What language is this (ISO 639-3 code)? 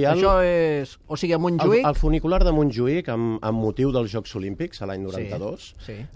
cat